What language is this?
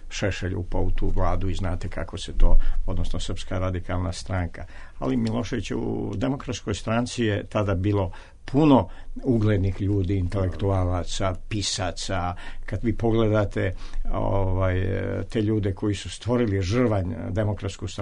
Serbian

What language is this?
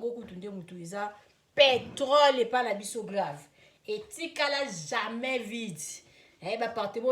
Lingala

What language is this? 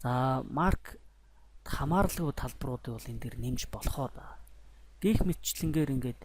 Mongolian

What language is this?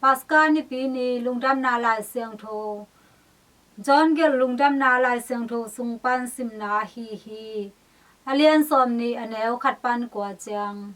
Tedim Chin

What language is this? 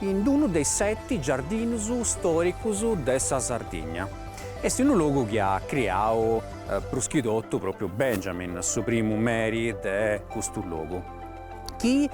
Sardinian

